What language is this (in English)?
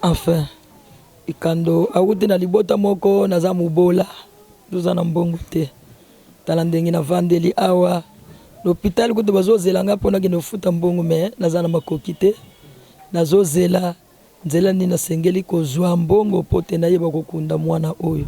Lingala